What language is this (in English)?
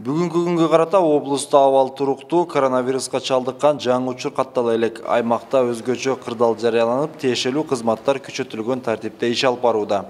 Kyrgyz